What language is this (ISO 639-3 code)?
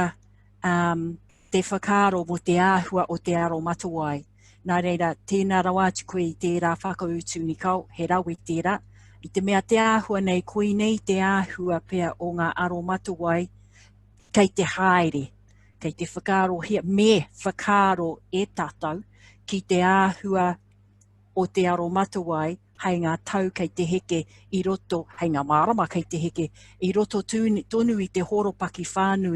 mri